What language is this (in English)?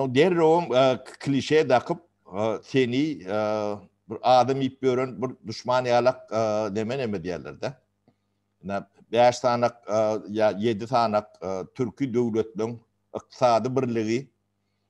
Turkmen